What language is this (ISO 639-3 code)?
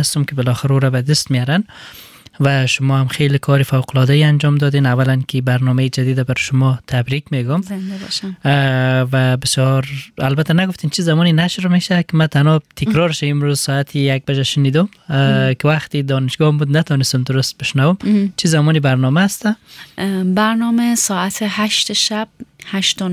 fas